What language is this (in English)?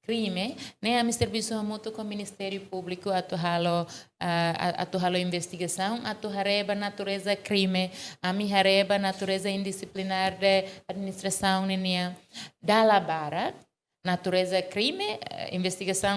Tetum